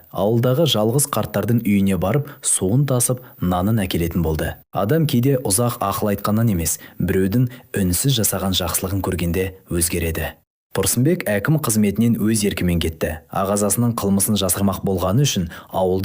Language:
Kazakh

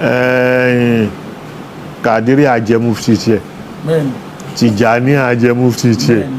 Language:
Yoruba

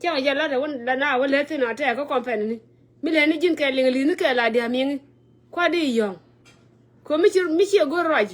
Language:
Nuer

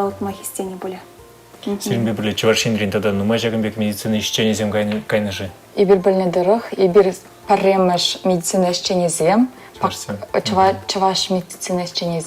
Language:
Chuvash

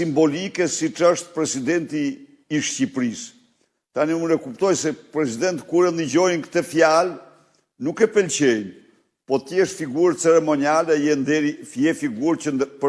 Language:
Albanian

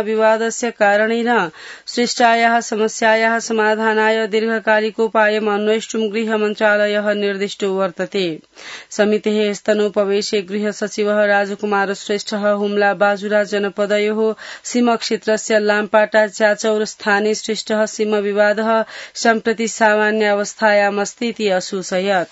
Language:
Sanskrit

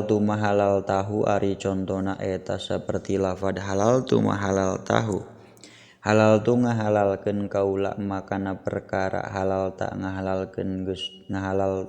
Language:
Sundanese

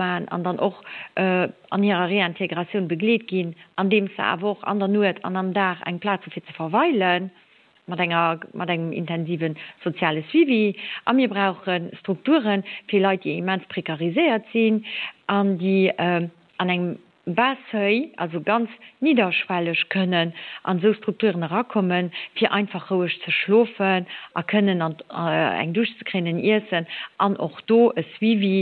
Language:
Luxembourgish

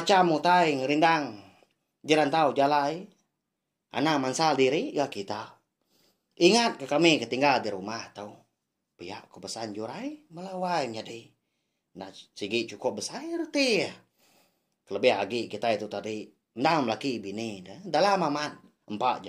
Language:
Iban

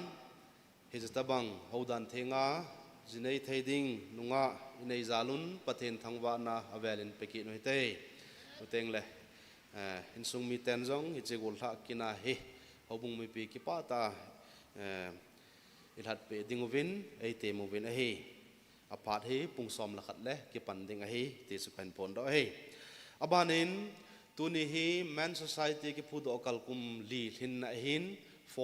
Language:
Thado Chin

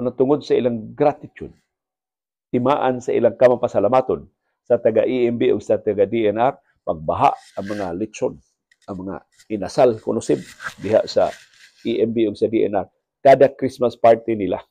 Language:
Cebuano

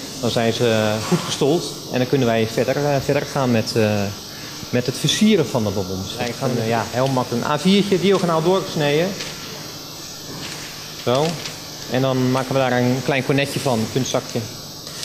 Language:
Dutch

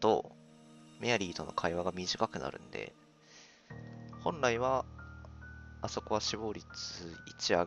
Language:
Japanese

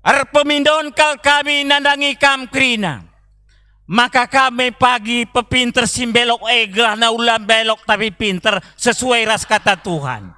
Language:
Batak Karo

